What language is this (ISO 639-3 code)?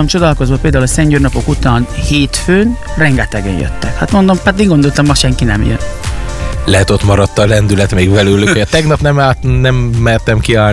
hun